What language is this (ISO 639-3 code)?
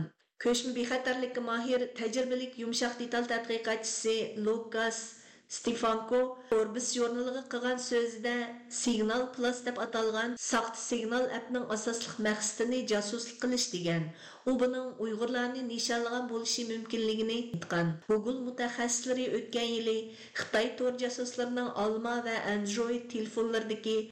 uig